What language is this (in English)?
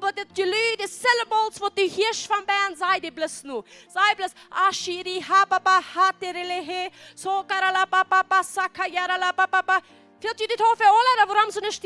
Plautdietsch